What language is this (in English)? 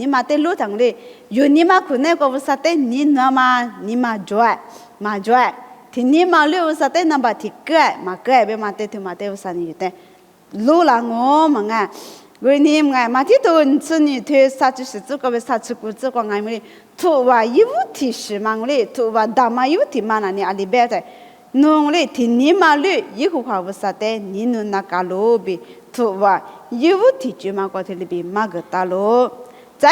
Lisu